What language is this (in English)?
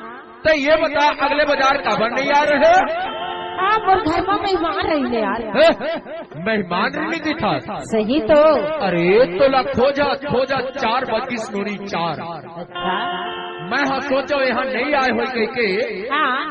Chhattisgarhi